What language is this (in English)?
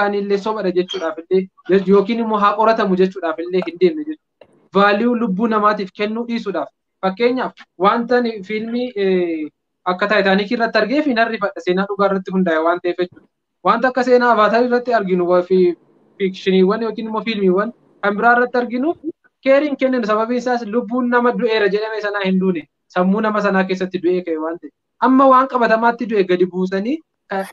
Oromo